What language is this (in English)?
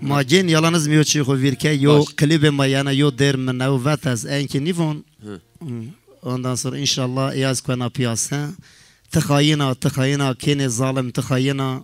Zaza